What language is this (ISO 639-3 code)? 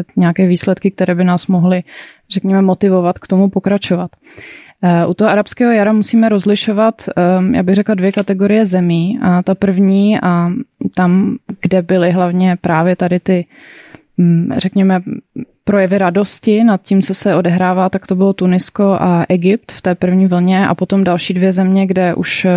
ces